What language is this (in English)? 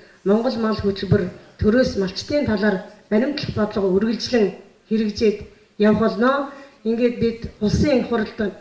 Mongolian